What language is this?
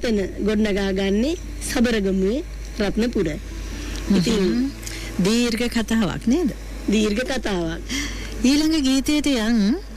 Sinhala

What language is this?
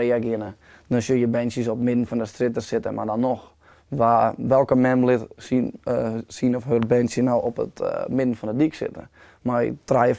Western Frisian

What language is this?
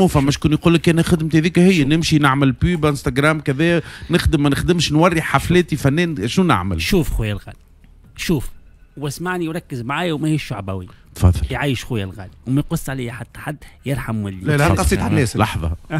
Tunisian Arabic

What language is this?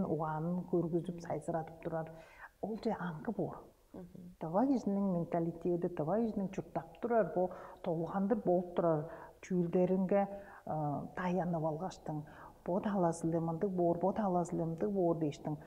Tuvinian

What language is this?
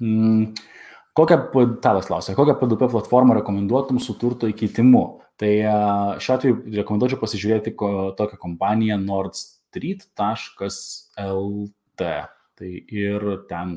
Lithuanian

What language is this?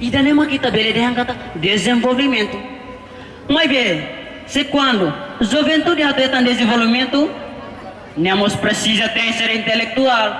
Tetum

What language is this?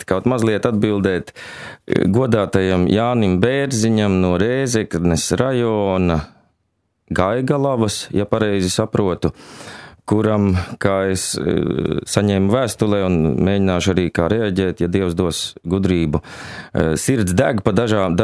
Latvian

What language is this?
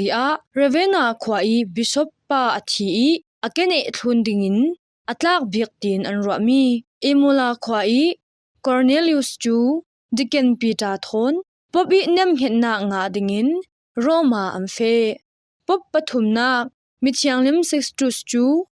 Falam Chin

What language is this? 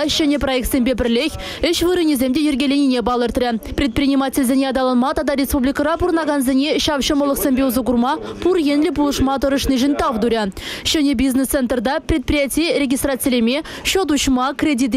Chuvash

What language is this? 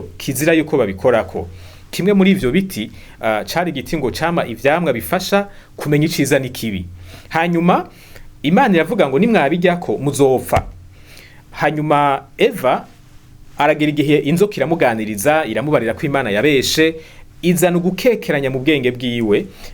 Rundi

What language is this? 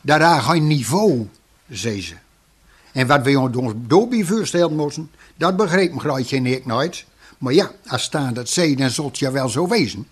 Gronings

